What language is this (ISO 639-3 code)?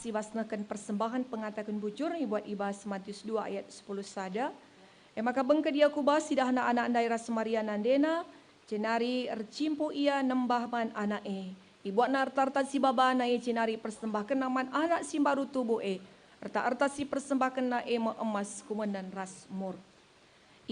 btx